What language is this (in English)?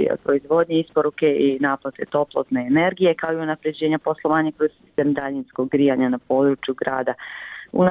Bosnian